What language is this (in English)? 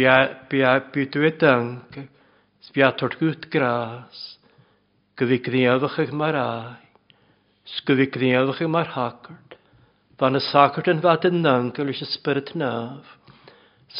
Welsh